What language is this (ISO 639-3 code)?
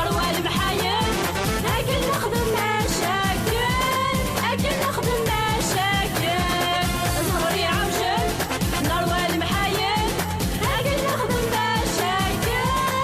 kab